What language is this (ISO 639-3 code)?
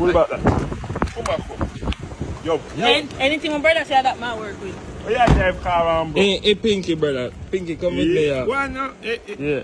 jam